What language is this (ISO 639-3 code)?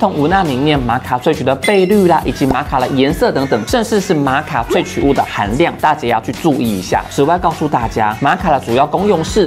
zho